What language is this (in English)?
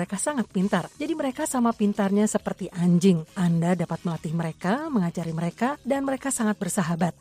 Indonesian